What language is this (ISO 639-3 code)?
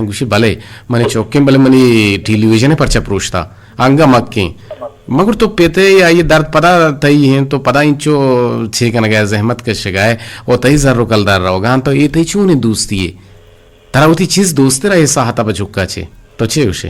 bgp